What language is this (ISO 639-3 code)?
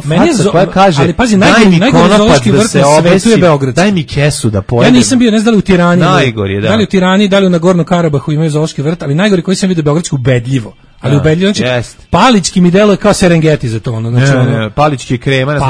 srp